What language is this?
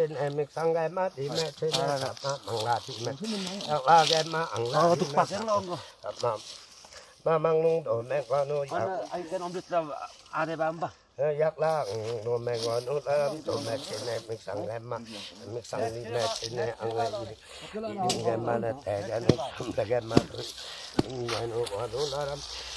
Limbu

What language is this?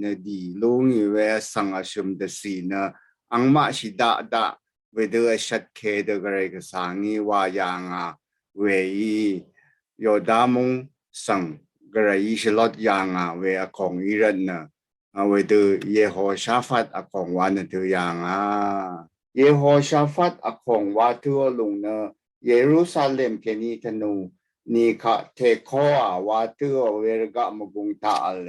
Rawang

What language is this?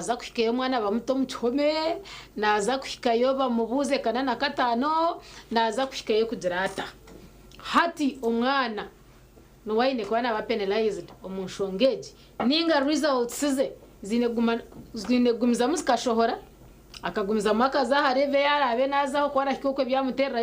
Nyankole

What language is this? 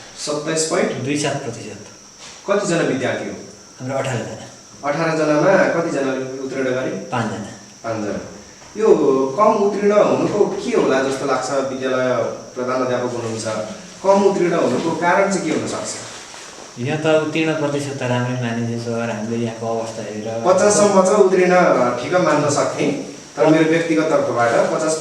Nepali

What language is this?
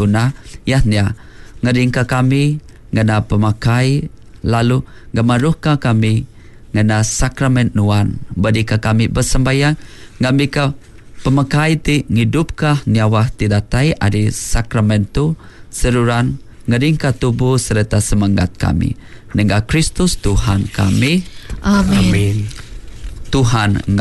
Iban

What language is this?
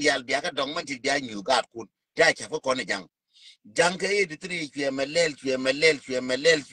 Nuer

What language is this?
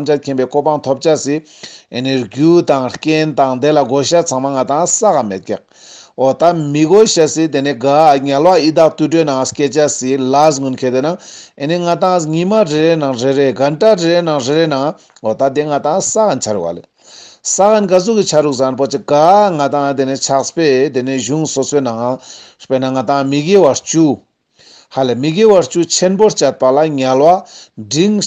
Ladakhi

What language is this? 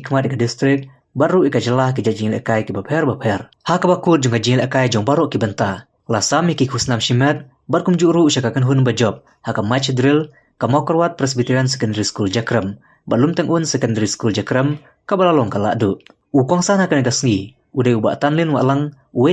Khasi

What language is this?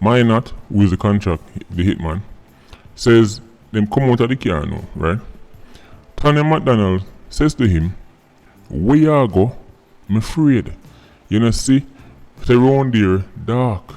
Jamaican Creole English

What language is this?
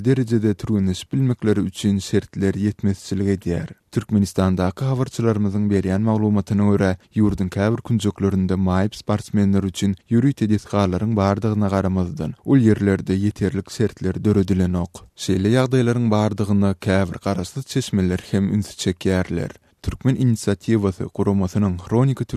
Turkmen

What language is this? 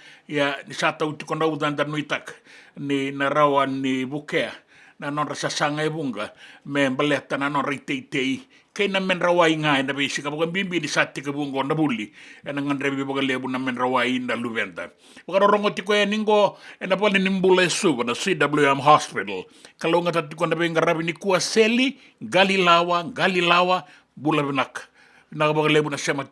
Fijian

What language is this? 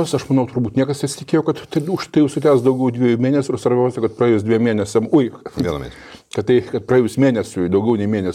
Lithuanian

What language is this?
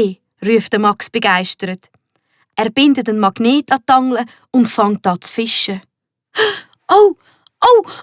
Swiss German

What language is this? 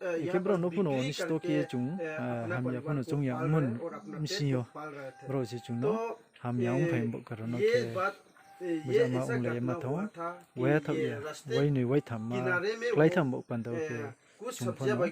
Riang (India)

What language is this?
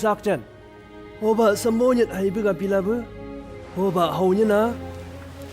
Chang Naga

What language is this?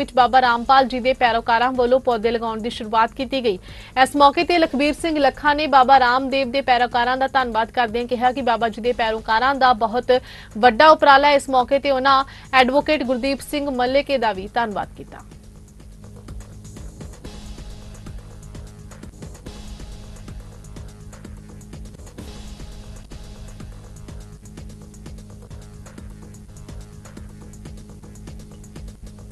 Punjabi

